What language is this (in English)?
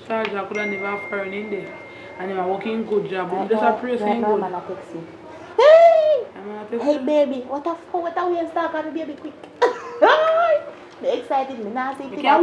Jamaican Creole English